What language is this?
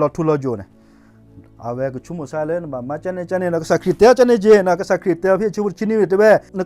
S'gaw Karen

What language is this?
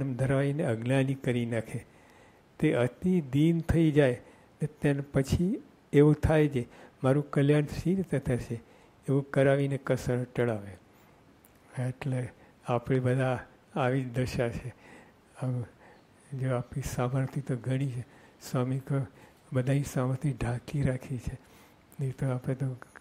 Gujarati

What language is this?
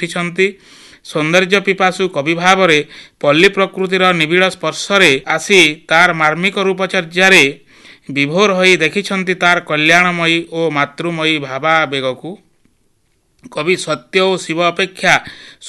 Odia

